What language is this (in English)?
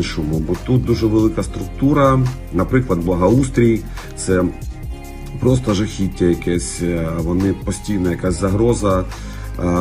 Ukrainian